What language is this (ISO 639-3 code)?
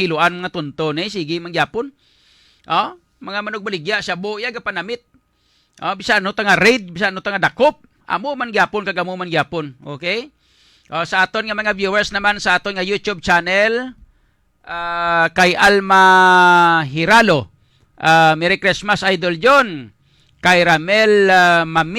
hil